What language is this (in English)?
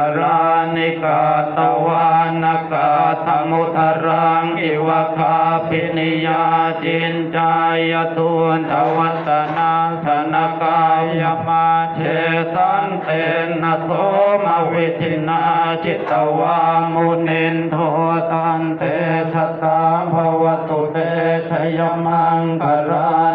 Pali